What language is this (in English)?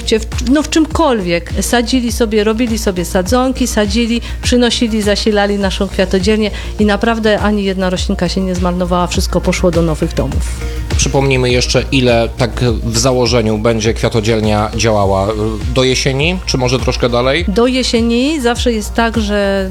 Polish